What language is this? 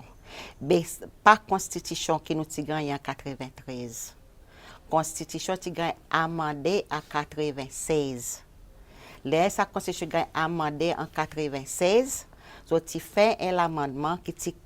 Seselwa Creole French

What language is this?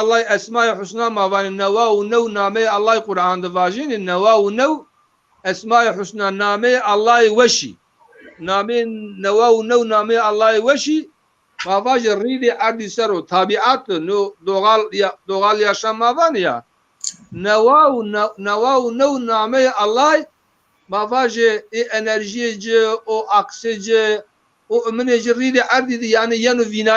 Zaza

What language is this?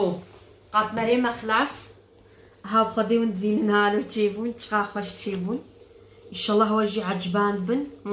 Kurdish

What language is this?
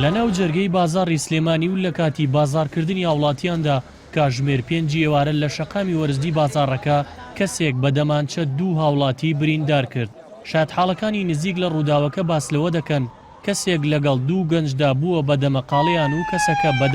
Central Kurdish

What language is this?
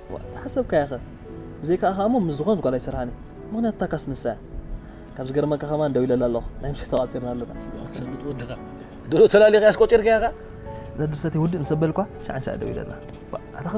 Tigrinya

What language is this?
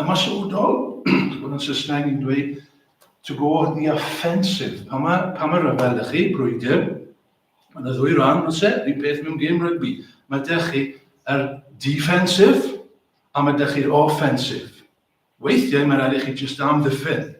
Welsh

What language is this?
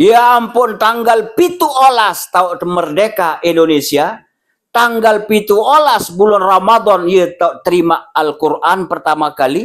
Sasak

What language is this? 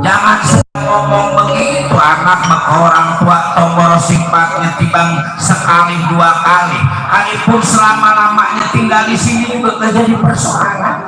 Betawi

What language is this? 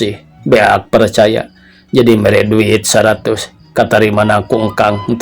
Sundanese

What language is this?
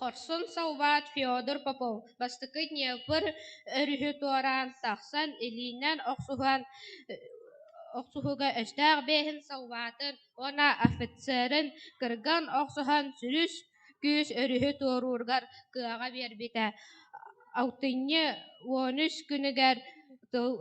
Yakut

